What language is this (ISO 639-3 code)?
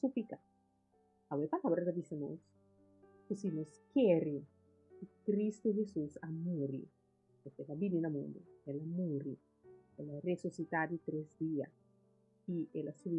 pap